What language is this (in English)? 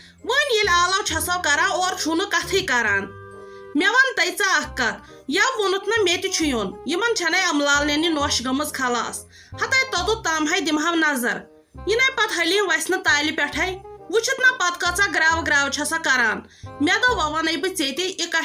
Kashmiri